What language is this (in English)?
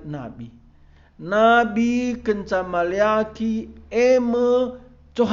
Batak Karo